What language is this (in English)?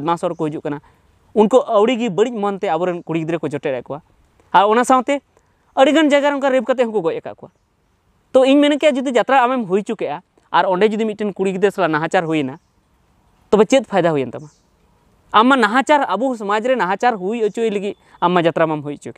Santali